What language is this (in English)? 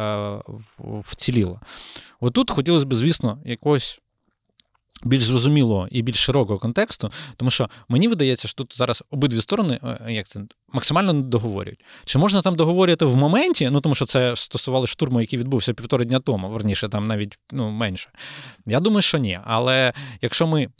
Ukrainian